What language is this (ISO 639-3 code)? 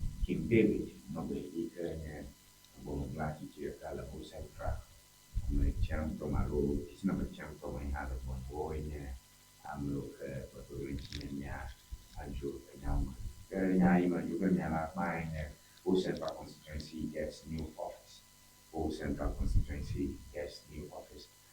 ewe